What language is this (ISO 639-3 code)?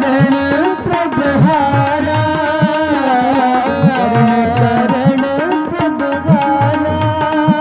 hin